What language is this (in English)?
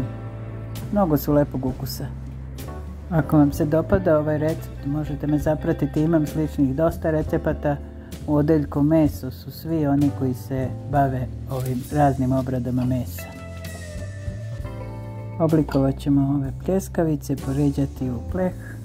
Serbian